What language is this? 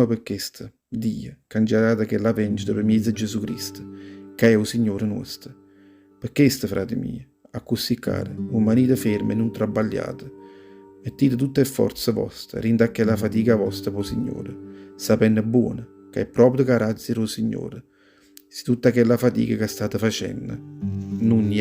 Neapolitan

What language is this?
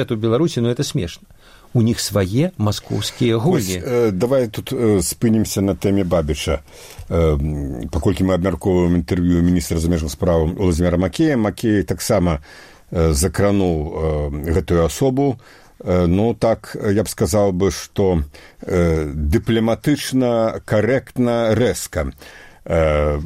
Belarusian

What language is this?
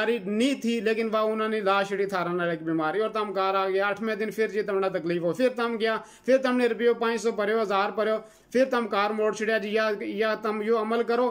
Gujari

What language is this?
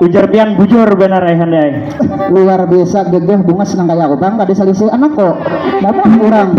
Banjar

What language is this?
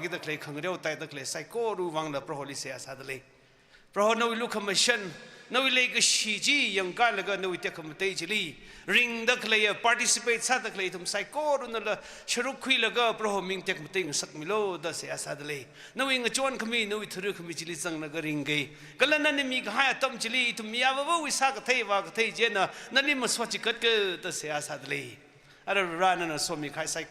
Tangkhul Naga (India)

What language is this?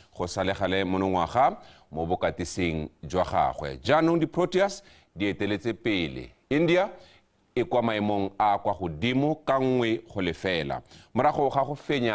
Tswana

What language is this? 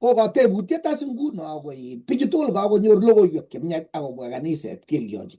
Kalenjin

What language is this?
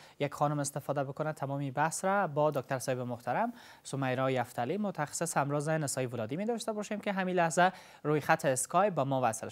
Persian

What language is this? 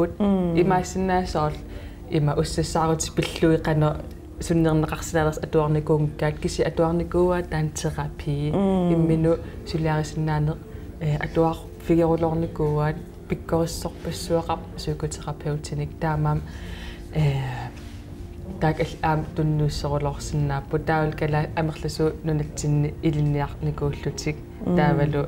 Kalaallisut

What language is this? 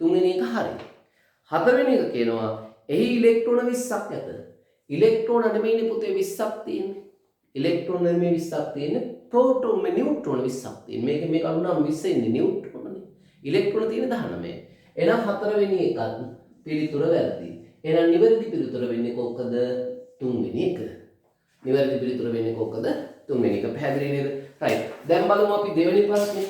Sinhala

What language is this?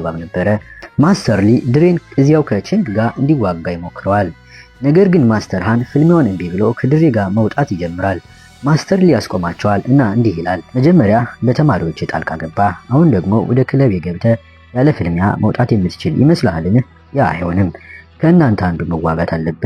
Amharic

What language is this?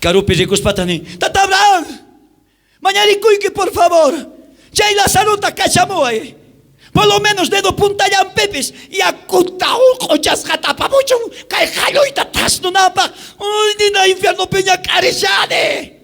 South Bolivian Quechua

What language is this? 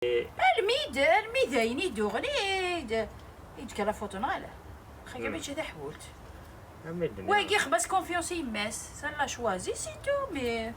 Kabyle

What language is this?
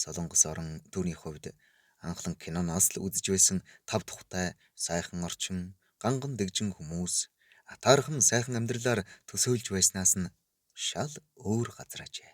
Mongolian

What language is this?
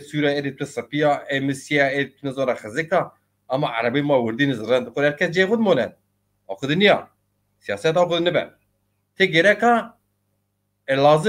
Zaza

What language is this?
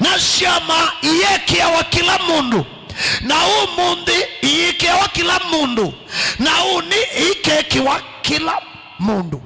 Kamba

